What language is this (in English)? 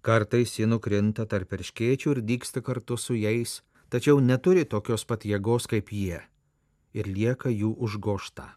Lithuanian